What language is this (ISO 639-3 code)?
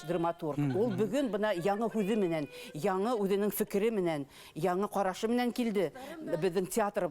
bak